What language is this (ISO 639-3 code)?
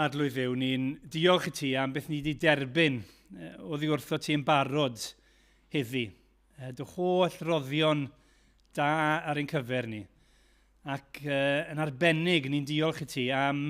cym